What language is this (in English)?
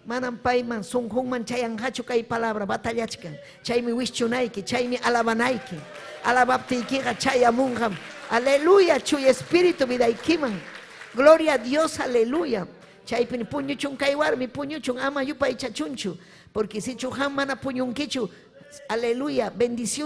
Ayacucho Quechua